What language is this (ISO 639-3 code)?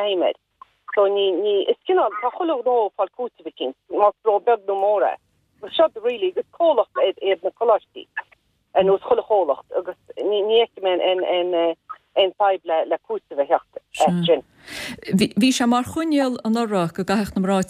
gle